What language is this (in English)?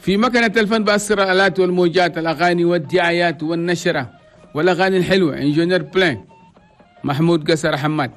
Chadian Arabic